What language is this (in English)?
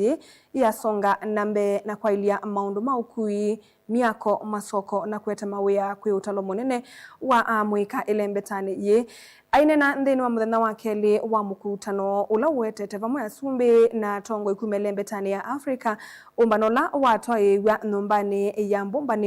Kamba